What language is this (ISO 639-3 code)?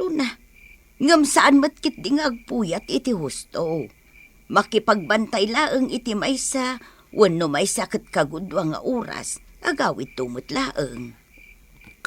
ilo